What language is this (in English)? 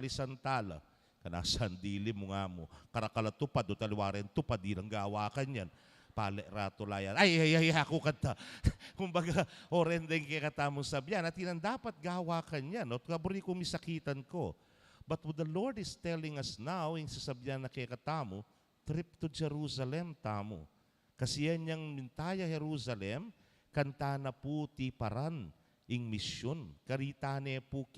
Pampanga